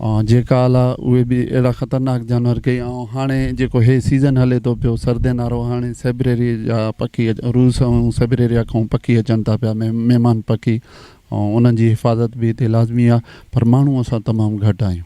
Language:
Sindhi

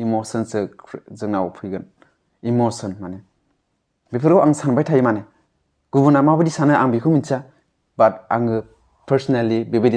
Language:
Bodo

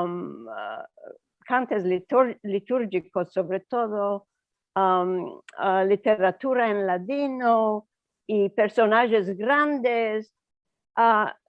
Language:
Ladino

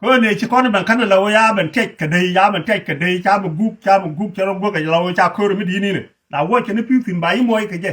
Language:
Nuer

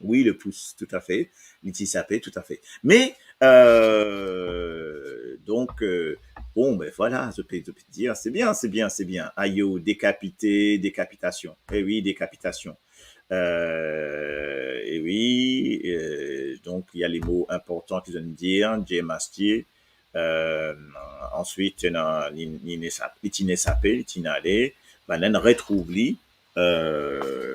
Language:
Morisyen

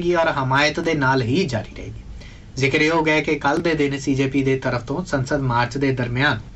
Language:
Punjabi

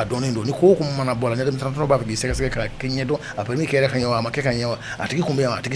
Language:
Bambara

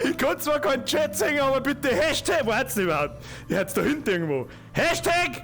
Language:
Bavarian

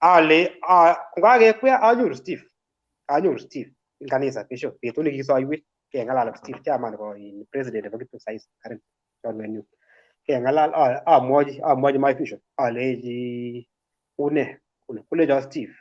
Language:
Kalenjin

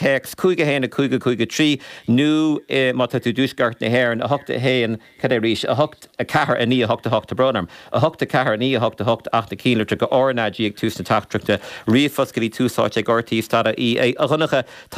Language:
Irish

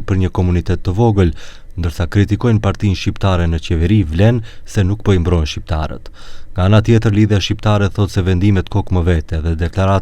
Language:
Albanian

